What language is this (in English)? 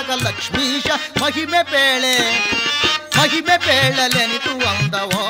Kannada